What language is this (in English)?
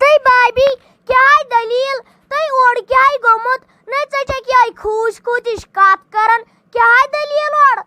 Kashmiri